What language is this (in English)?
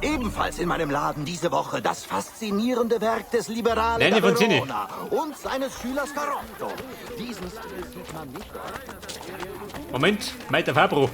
Bavarian